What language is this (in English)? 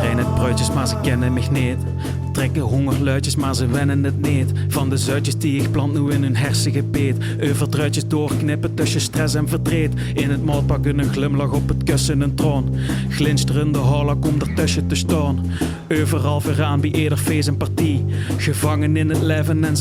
Limburgish